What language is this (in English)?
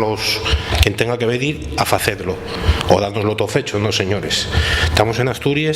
Asturian